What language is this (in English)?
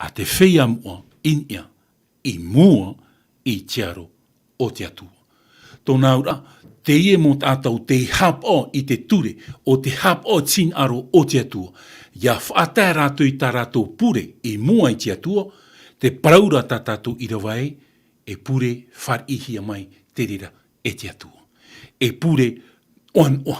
Tahitian